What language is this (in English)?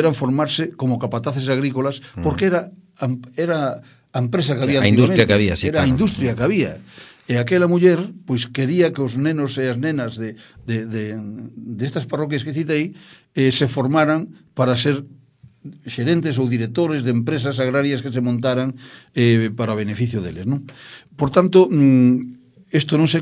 Galician